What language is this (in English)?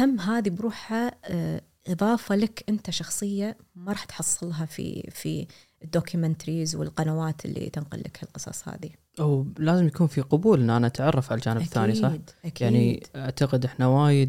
Gulf Arabic